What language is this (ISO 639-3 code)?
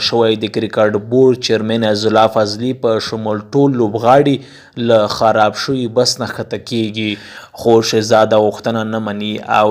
pus